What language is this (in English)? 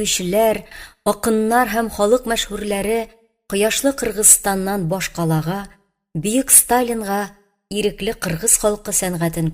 Tatar